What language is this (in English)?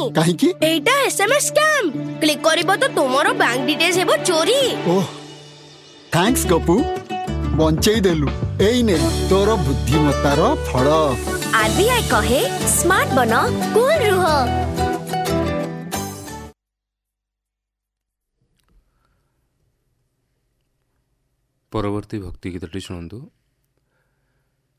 Odia